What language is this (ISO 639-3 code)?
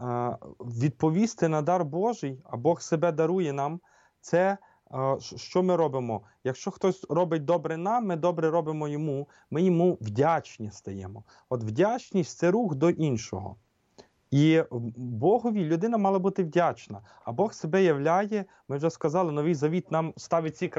ukr